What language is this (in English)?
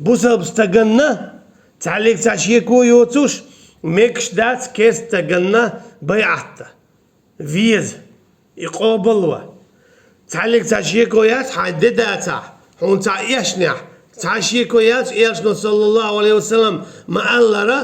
Chechen